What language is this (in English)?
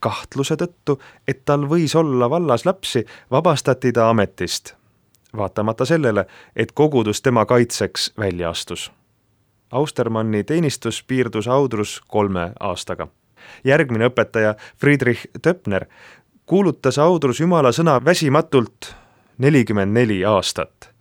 Estonian